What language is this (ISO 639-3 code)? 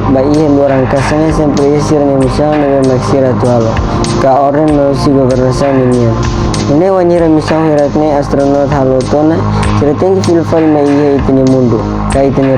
tet